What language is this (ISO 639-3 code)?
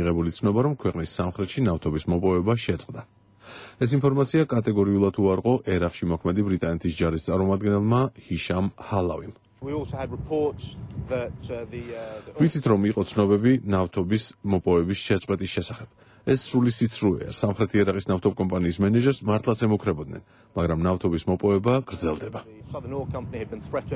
kat